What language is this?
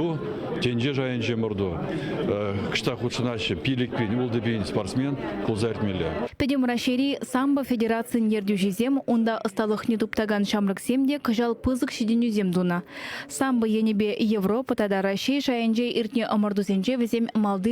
Chuvash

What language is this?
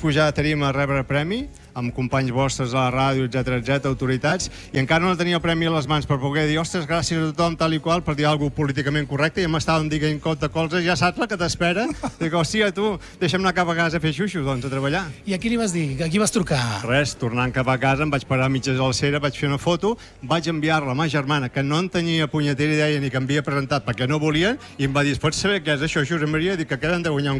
Catalan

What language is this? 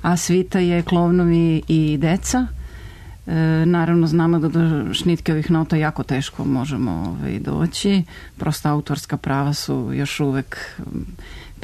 Serbian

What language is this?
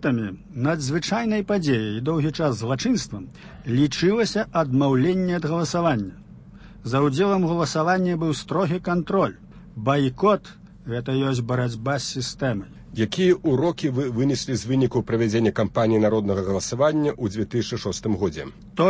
Belarusian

